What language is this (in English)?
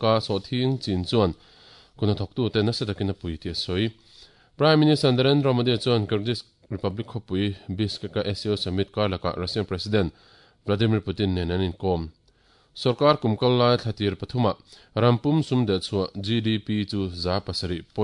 Mizo